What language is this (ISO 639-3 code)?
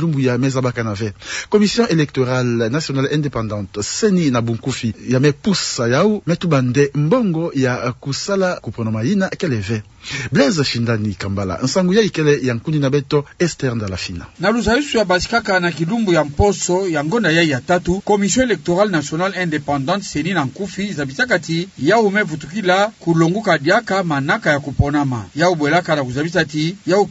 ktu